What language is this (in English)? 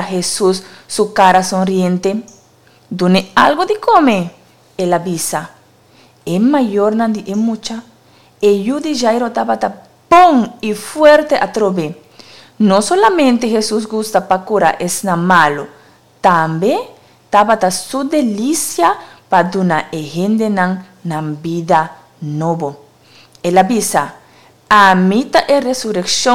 Papiamento